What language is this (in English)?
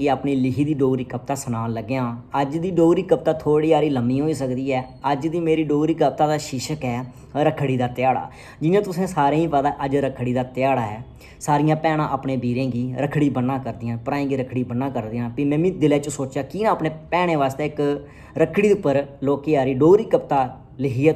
Dogri